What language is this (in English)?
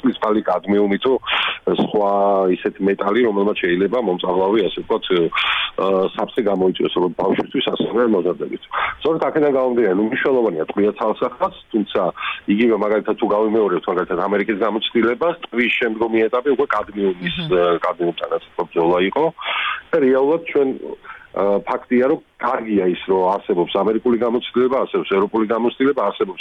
Georgian